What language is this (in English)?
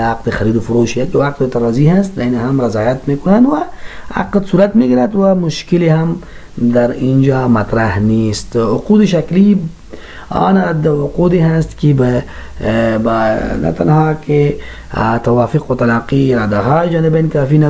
Persian